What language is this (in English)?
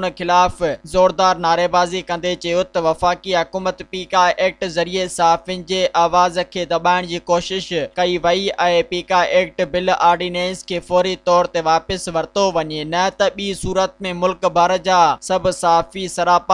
Sindhi